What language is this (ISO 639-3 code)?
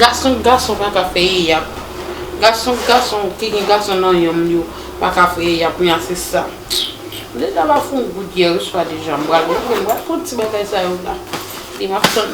hat